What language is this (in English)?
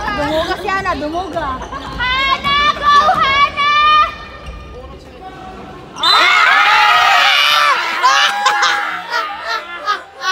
Filipino